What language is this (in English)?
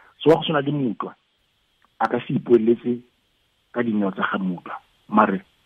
Tswana